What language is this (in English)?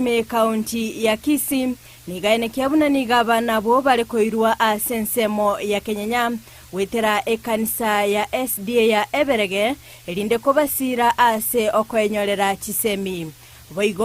Gusii